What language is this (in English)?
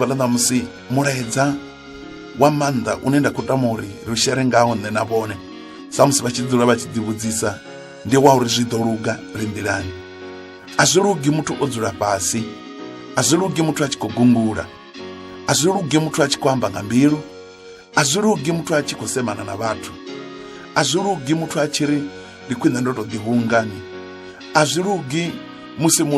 Venda